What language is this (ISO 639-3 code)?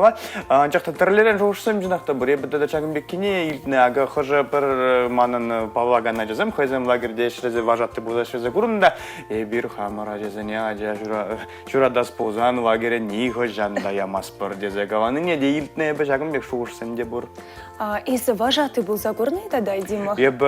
chv